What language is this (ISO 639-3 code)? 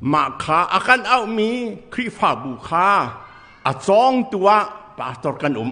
cnh